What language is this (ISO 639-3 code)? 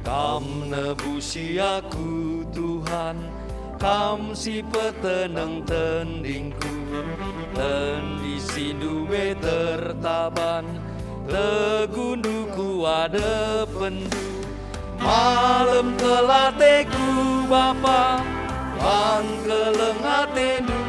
btx